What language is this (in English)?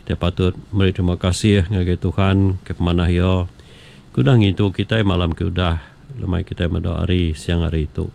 Iban